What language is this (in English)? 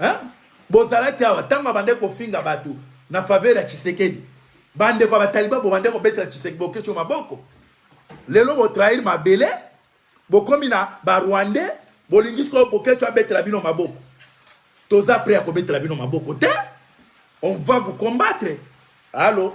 Lingala